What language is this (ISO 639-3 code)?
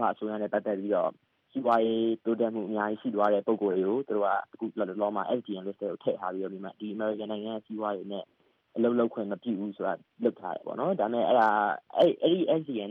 mya